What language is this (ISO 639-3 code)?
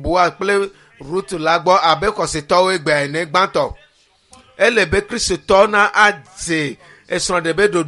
ewe